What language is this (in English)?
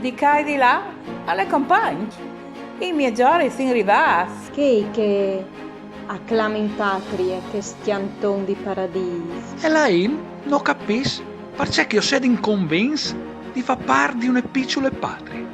Friulian